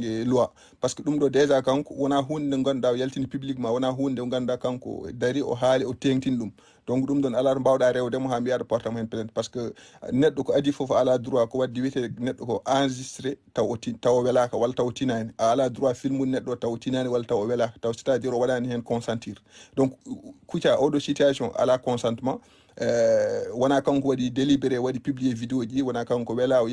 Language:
Fula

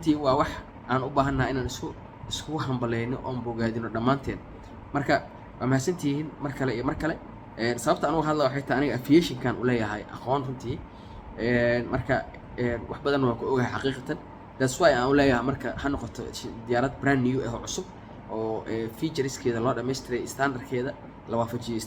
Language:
Somali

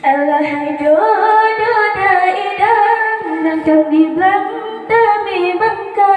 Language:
Achinese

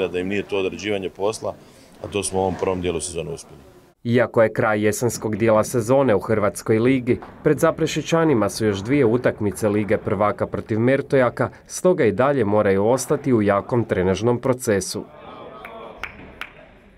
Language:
Croatian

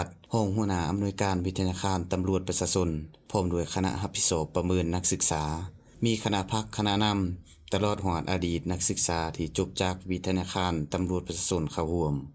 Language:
Lao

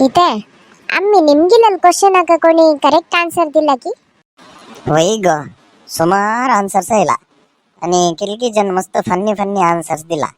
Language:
Konkani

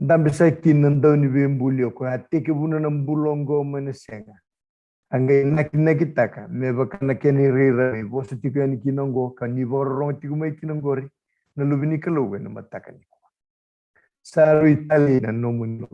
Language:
Fijian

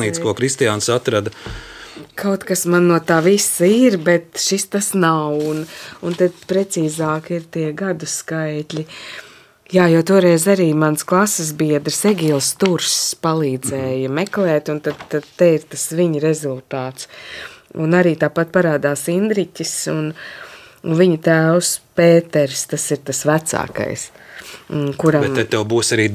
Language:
Latvian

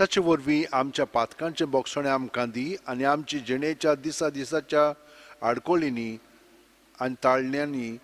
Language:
Konkani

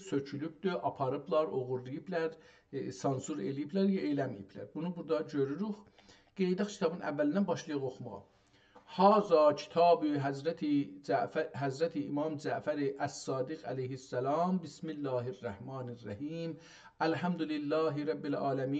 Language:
South Azerbaijani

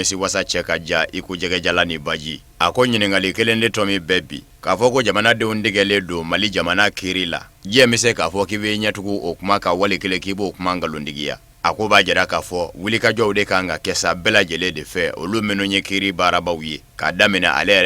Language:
Bambara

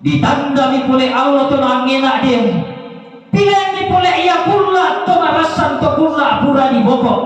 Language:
Toraja-Sa'dan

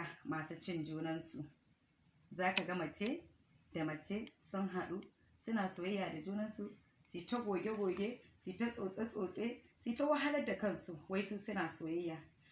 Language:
Hausa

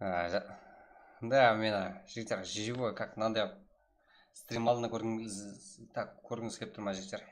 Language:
Kara-Kalpak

